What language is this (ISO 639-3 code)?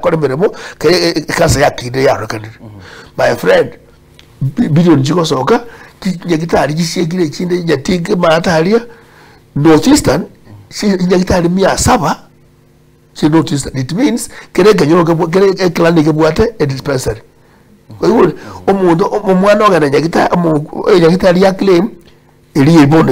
guz